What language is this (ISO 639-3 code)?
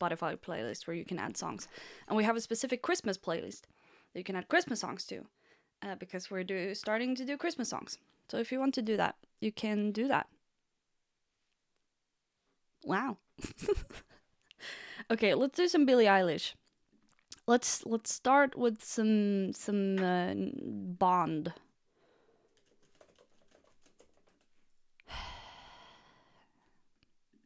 eng